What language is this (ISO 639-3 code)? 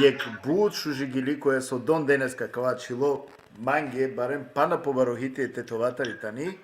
rmn